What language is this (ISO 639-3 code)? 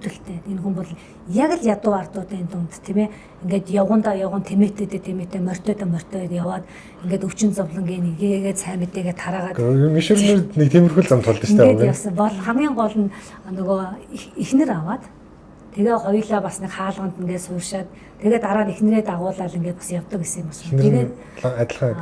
mon